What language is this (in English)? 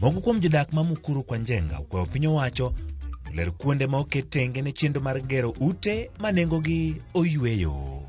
Luo (Kenya and Tanzania)